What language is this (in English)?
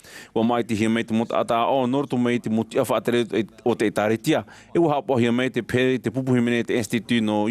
Tahitian